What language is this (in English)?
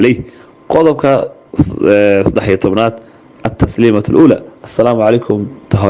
Somali